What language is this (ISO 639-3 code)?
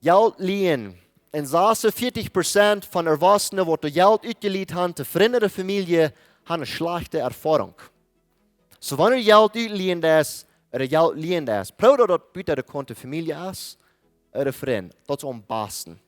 pdt